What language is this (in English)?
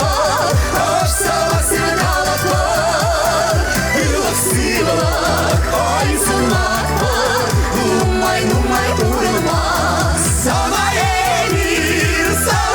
Chuvash